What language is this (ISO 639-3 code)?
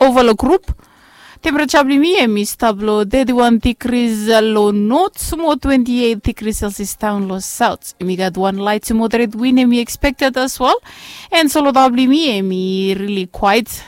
bis